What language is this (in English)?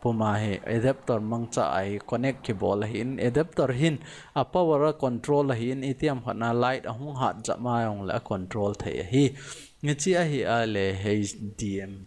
Thado Chin